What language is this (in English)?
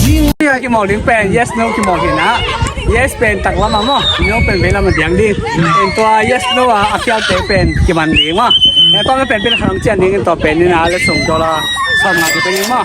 Tedim Chin